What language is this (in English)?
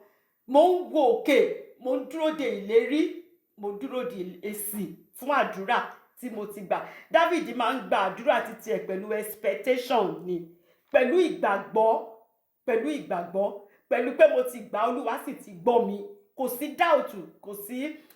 Yoruba